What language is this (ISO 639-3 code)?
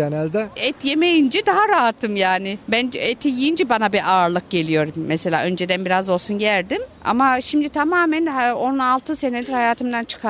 tur